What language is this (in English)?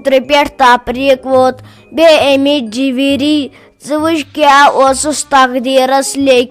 Kashmiri